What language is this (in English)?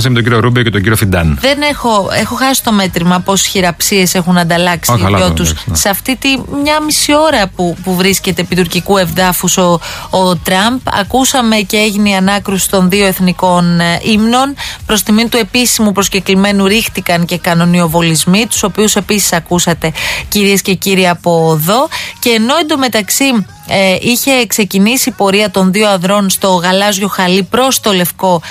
Greek